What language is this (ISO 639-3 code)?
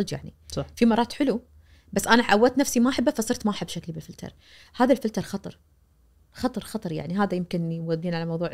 ars